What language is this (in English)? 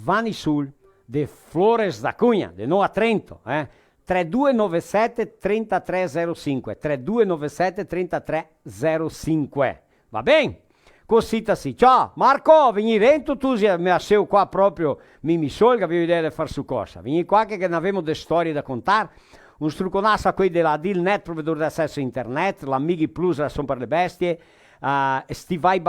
Venetian